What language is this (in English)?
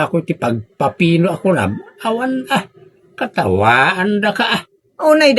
Iloko